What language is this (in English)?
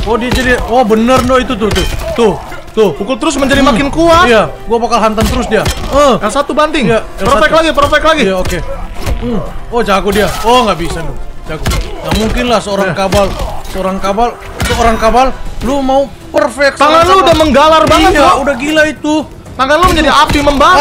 Indonesian